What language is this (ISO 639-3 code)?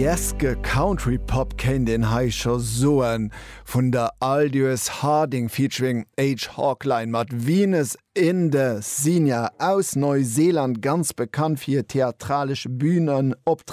ltz